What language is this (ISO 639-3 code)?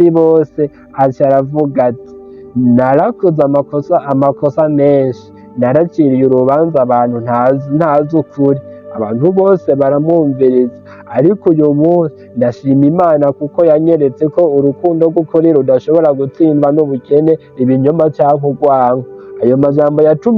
run